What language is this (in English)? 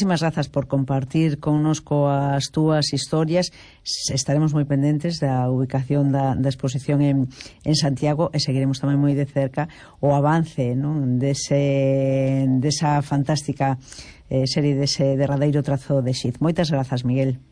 Galician